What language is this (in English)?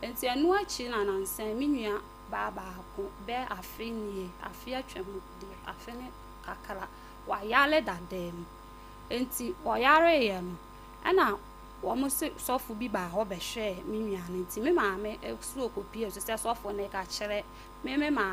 Akan